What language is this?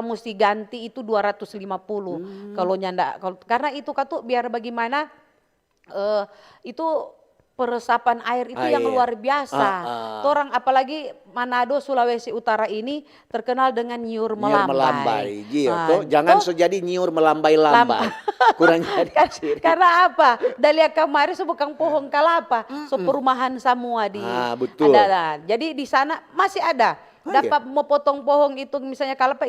Manado Malay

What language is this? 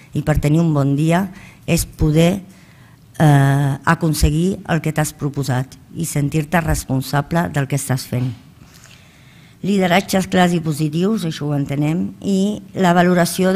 Catalan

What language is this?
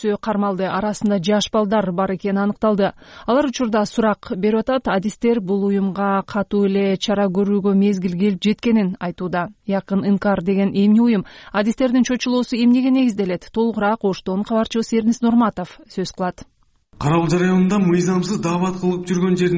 Kyrgyz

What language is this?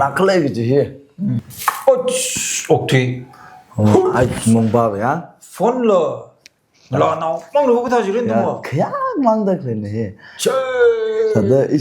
Tangkhul Naga (India)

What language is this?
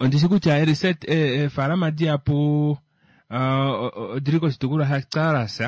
Kuanyama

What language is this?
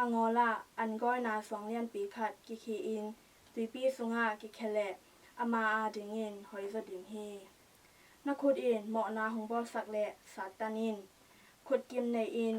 Tedim Chin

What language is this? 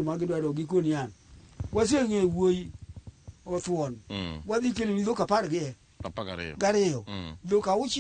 Luo (Kenya and Tanzania)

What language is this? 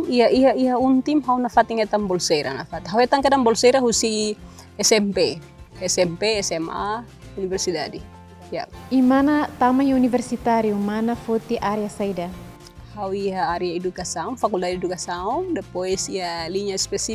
Tetum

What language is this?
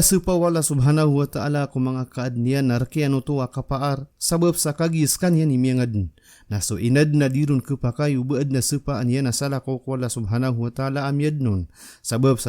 Maranao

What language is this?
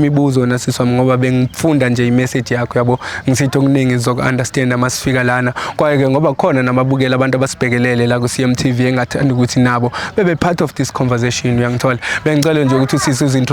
Zulu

